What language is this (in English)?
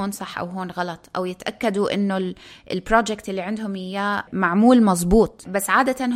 North Levantine Arabic